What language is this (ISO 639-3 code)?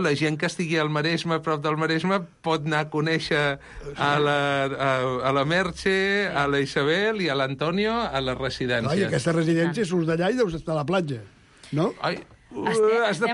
cat